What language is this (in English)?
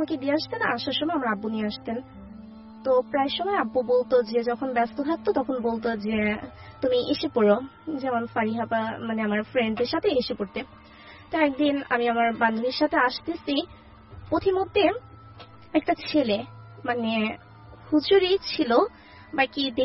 Bangla